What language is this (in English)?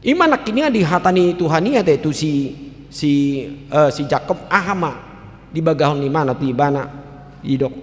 Batak Toba